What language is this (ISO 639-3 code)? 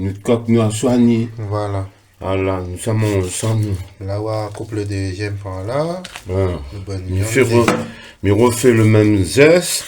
rcf